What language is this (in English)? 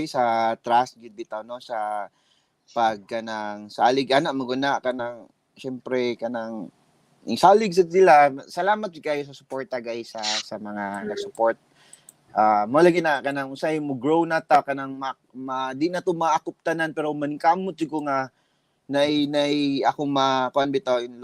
Cebuano